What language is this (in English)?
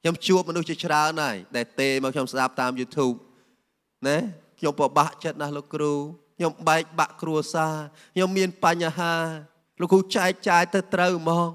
Khmer